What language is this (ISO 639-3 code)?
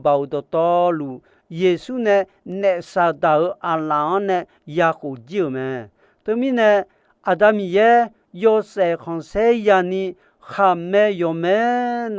ahk